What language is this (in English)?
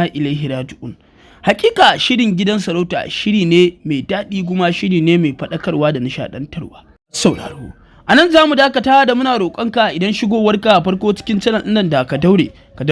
Hausa